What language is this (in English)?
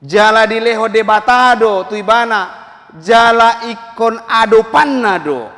Batak Toba